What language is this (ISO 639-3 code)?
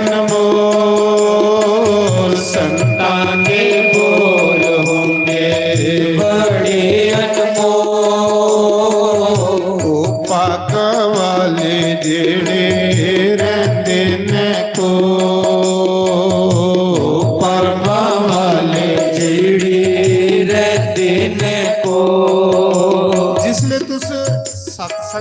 doi